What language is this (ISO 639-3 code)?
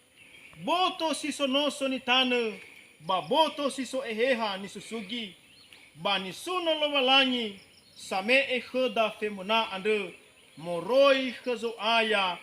nia